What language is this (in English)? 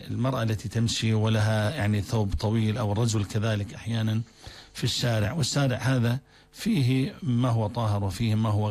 North Levantine Arabic